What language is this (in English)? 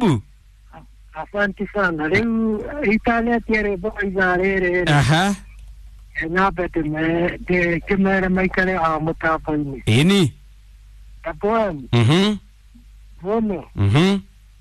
Kikuyu